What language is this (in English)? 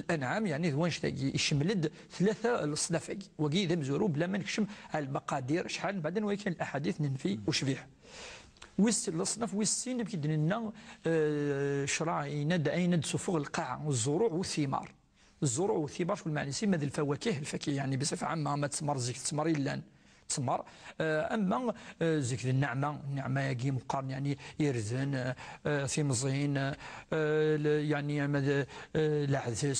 Moroccan Arabic